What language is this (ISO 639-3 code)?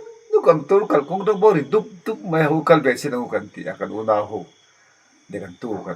lus